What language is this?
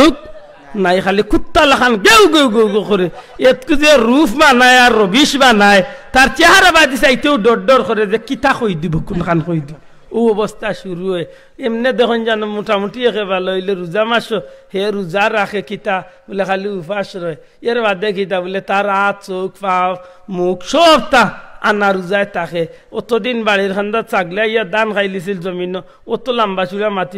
Sylheti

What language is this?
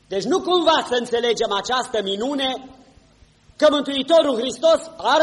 Romanian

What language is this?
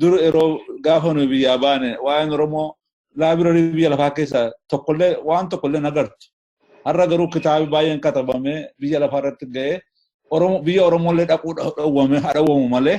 Oromo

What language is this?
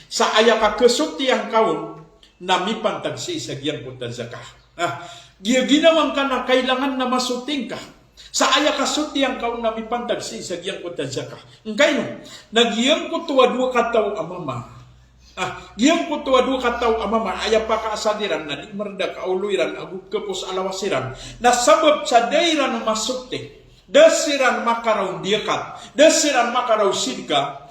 Maranao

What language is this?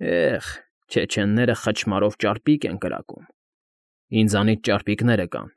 Armenian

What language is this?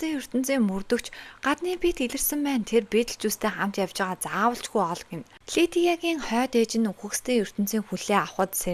Mongolian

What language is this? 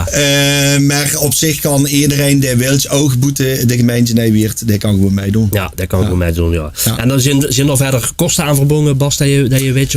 Limburgish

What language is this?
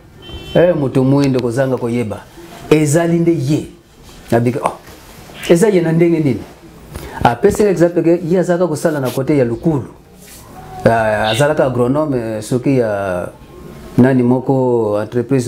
Lingala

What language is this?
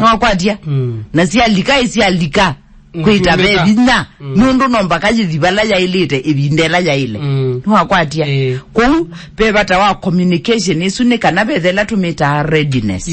Kamba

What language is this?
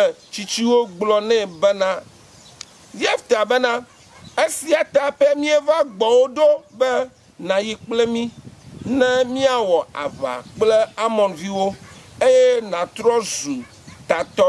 Ewe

